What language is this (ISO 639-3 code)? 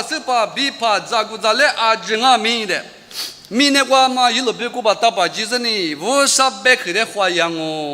lis